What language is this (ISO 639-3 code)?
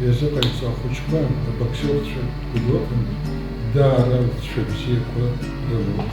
abk